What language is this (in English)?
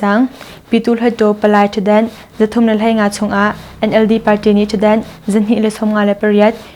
Hakha Chin